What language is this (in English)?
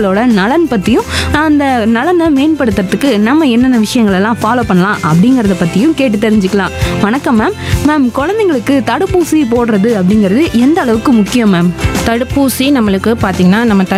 Tamil